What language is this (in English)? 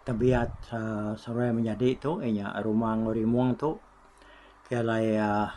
Iban